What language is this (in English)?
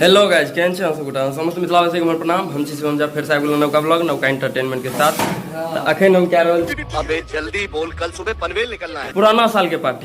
Maithili